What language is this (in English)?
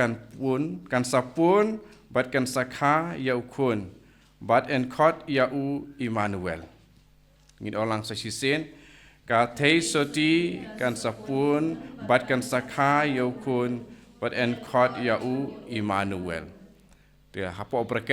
Khasi